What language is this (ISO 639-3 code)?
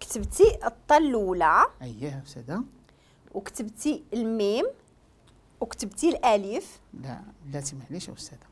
ary